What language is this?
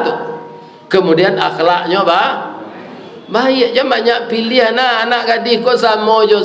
Minangkabau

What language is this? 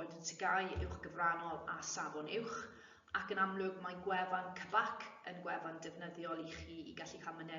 Welsh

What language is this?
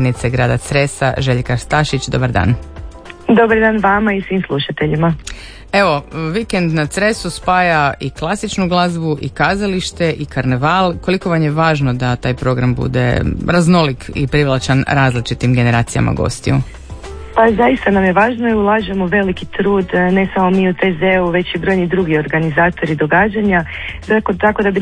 Croatian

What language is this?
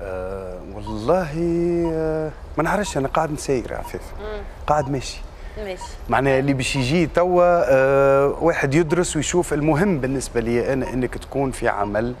Tunisian Arabic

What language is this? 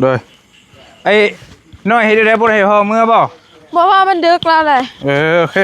Northeastern Thai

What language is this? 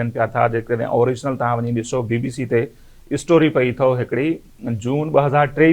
Sindhi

